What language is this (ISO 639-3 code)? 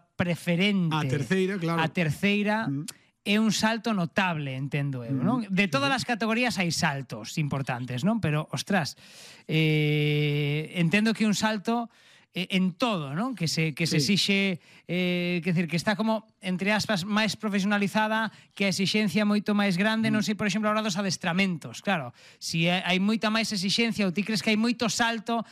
glg